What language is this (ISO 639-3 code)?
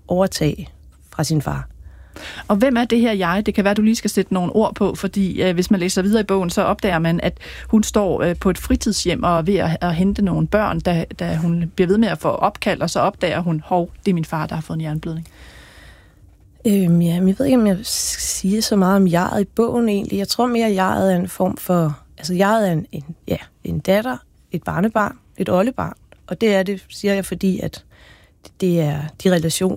dan